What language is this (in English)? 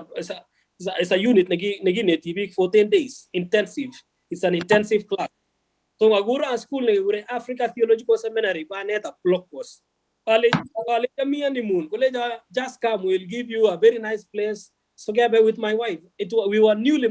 Kalenjin